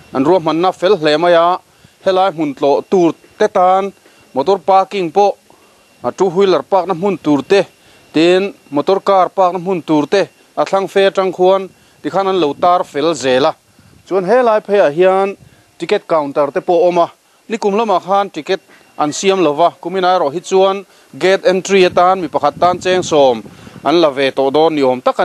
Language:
Mizo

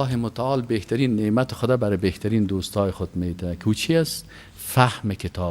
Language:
Persian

